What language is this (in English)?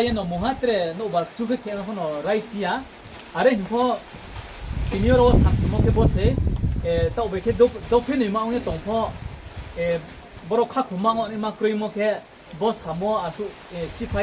Riang (India)